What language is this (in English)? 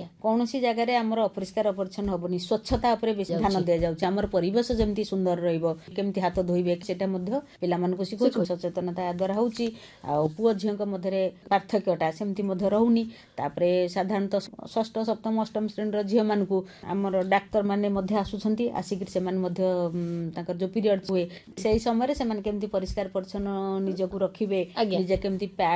Odia